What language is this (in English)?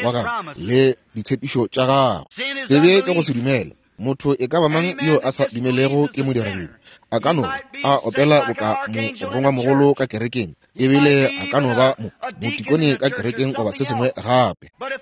Northern Sotho